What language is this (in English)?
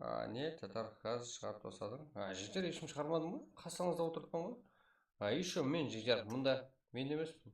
Kara-Kalpak